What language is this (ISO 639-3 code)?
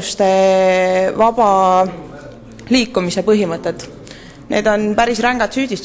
est